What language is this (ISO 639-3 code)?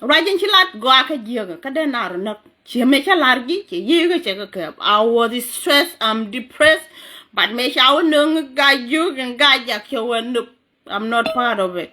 nus